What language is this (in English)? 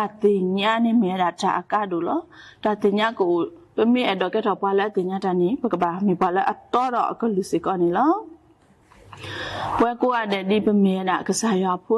S'gaw Karen